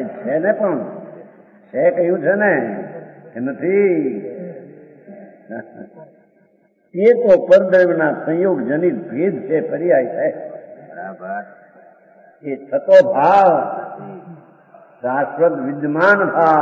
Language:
Gujarati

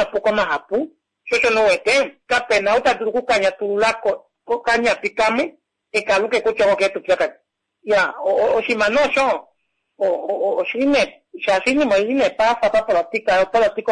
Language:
Swahili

